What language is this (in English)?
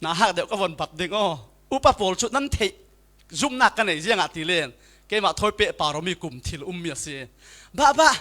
Falam Chin